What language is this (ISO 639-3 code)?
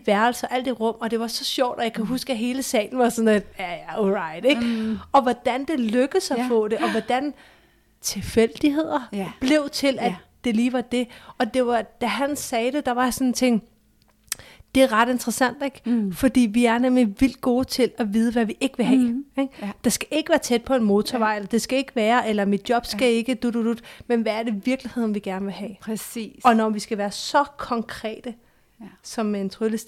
dan